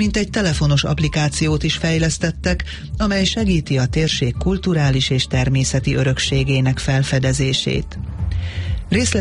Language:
Hungarian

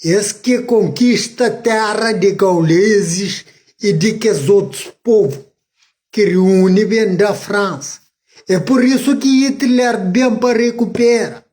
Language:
Kabuverdianu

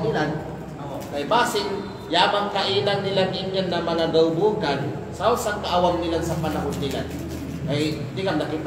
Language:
Kalagan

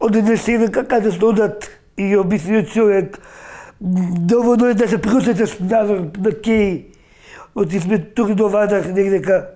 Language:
Macedonian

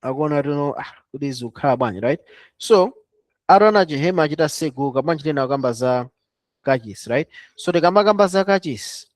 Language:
Nyanja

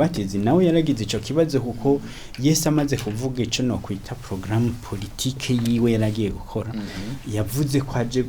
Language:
Rundi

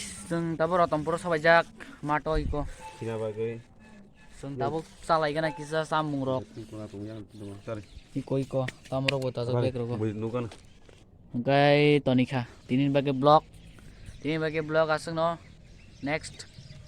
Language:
Kok Borok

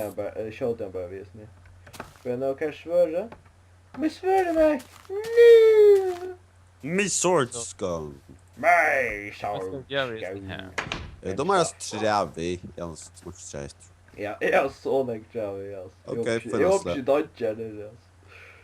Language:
Faroese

